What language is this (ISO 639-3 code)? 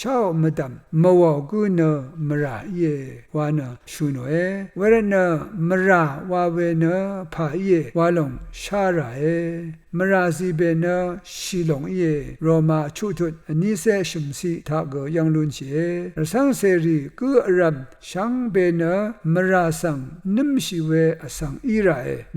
raw